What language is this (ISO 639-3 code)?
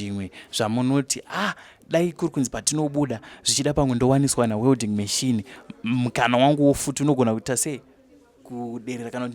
sna